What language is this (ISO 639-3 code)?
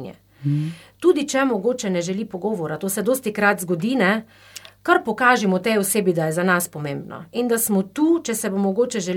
slv